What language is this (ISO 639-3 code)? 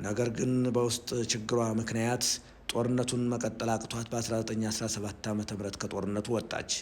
amh